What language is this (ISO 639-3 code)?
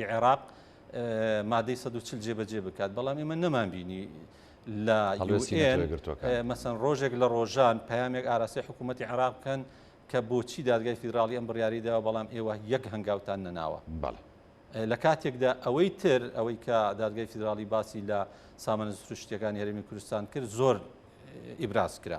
ckb